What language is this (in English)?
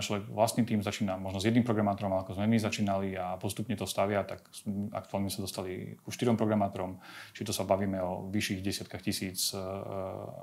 Slovak